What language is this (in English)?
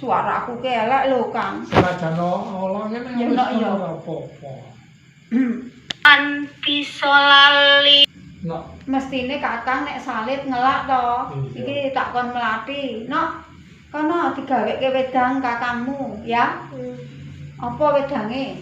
Javanese